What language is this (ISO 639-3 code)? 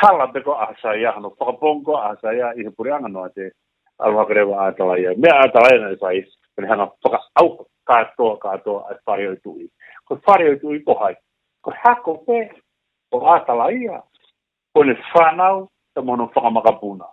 ton